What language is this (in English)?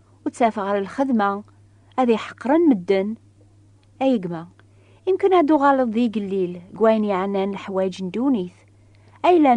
Kabyle